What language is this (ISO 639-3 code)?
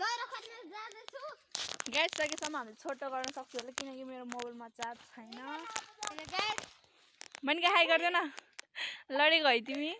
nep